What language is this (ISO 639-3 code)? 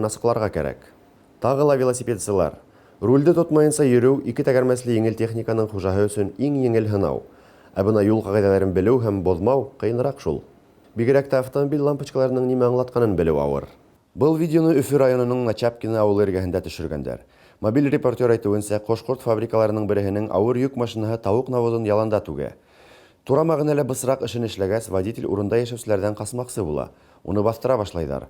bak